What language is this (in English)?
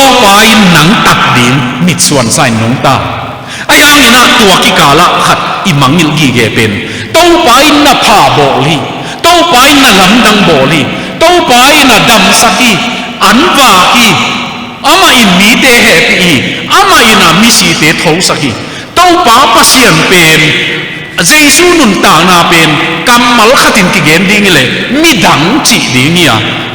Tedim Chin